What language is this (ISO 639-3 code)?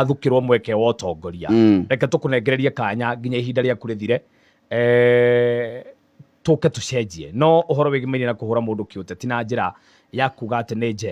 kik